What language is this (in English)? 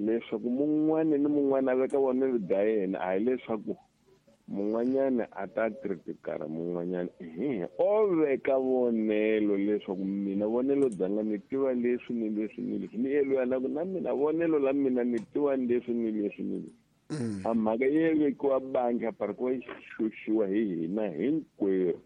Tsonga